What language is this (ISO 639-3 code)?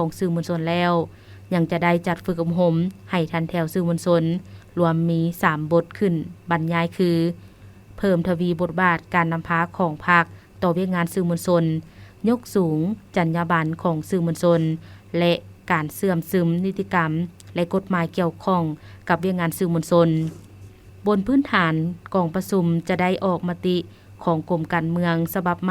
lao